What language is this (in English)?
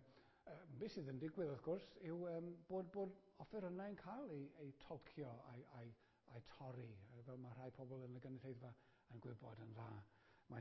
Welsh